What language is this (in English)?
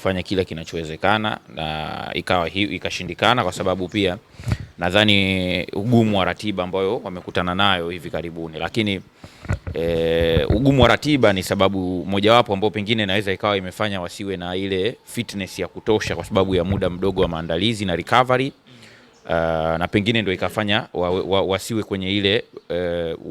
Swahili